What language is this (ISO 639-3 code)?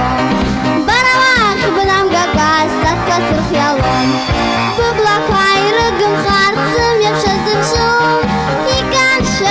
abk